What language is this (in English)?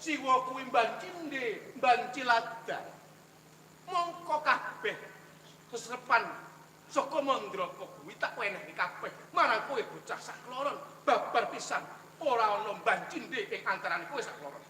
Javanese